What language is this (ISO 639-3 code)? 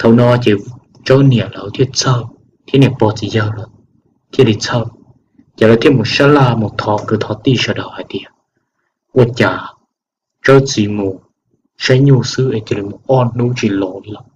hmn